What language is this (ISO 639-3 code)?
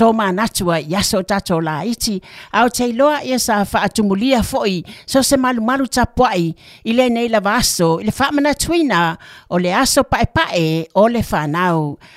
smo